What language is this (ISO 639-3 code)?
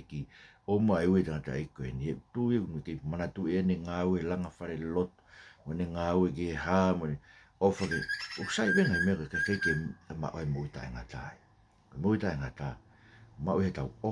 ton